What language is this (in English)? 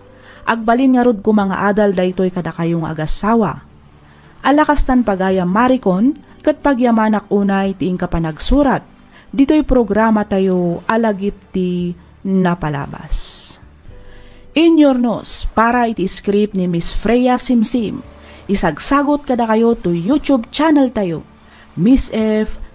Iloko